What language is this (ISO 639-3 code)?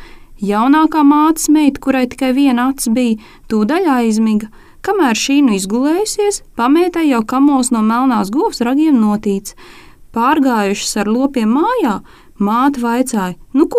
lav